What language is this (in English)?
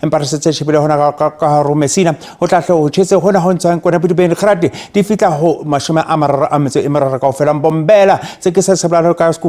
Southern Sotho